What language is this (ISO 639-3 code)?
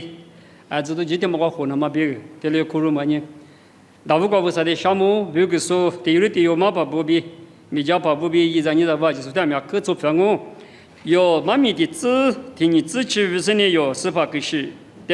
lis